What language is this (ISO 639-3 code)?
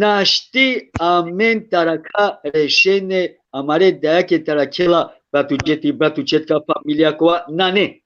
rmn